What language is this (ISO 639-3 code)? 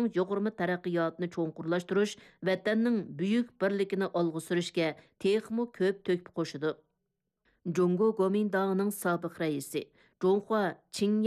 uig